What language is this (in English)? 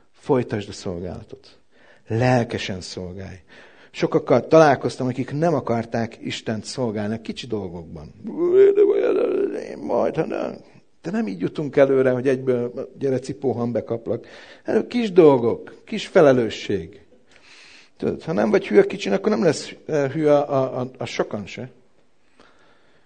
Hungarian